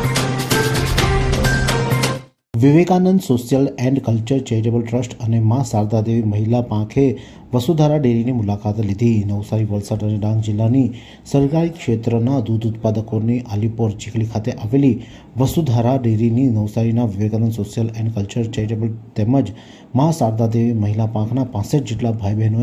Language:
Gujarati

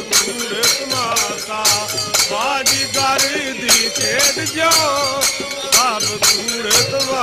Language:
Punjabi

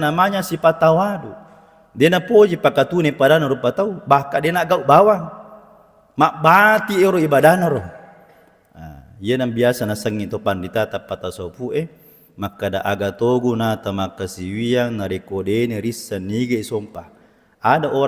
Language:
Buginese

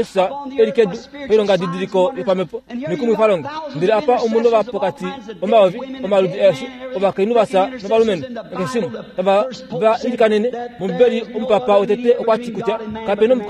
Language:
Kuanyama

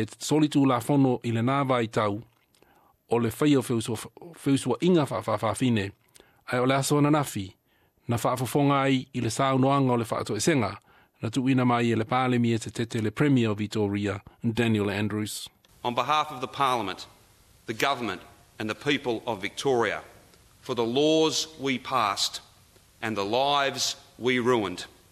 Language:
Samoan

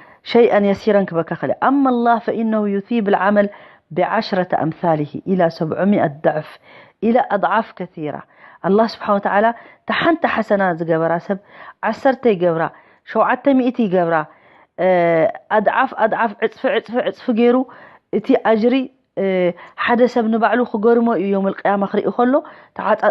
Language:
Tigrinya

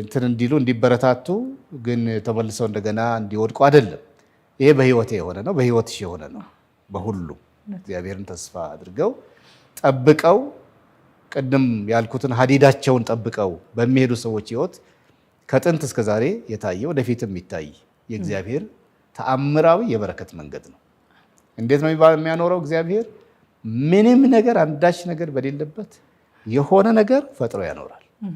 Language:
Amharic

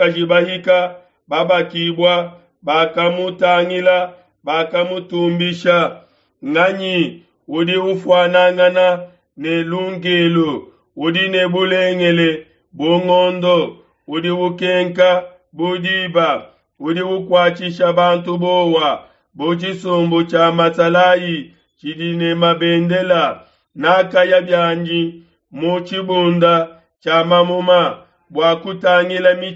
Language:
Luba-Lulua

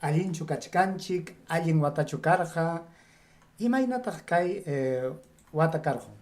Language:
Ayacucho Quechua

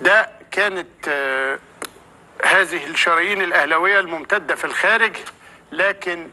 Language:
Egyptian Arabic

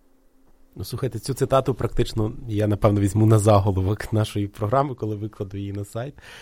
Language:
Ukrainian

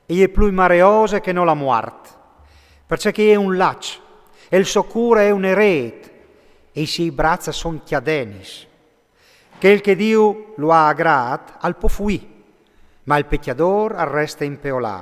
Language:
Friulian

